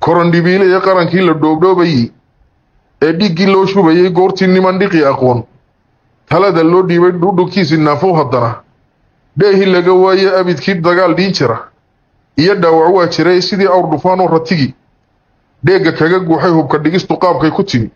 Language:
Somali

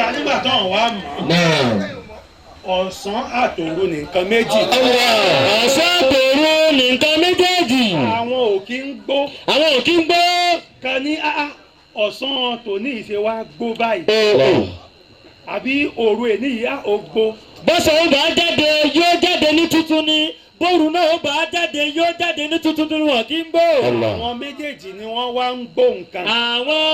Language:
Yoruba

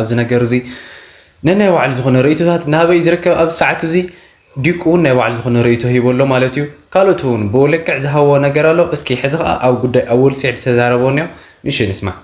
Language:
Tigrinya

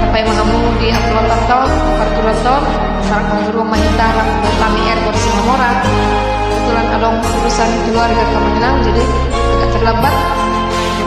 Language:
Batak Toba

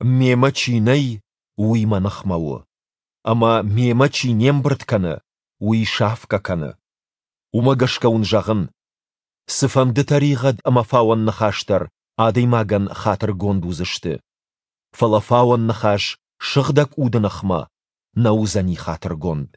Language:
Ossetic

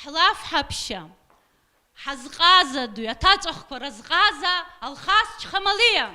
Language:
Abkhazian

